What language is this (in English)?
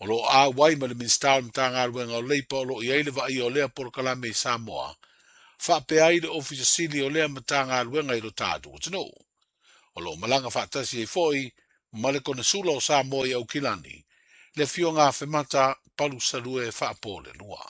Samoan